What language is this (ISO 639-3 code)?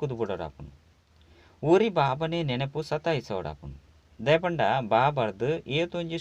tcy